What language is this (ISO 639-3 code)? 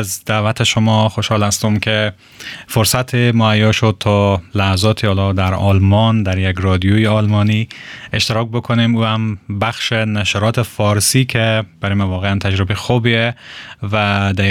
fas